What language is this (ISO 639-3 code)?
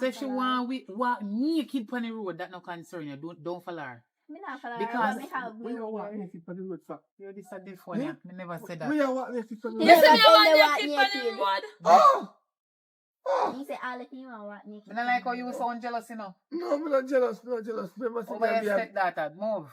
jam